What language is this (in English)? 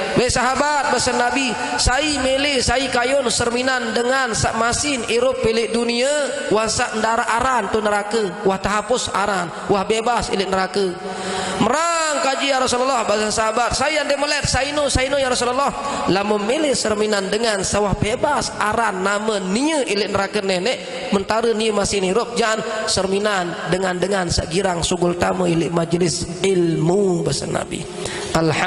Sasak